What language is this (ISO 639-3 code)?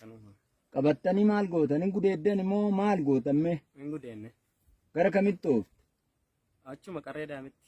orm